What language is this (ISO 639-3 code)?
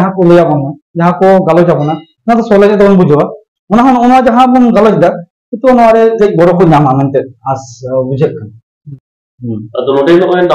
sat